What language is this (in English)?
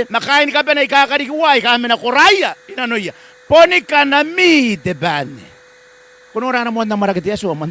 Gilbertese